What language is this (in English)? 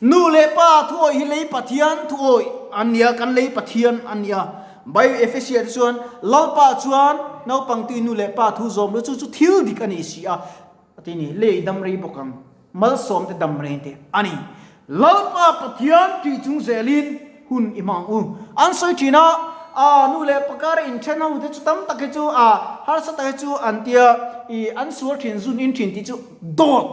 Mizo